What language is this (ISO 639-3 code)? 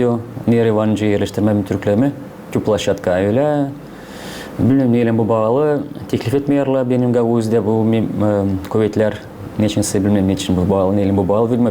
gag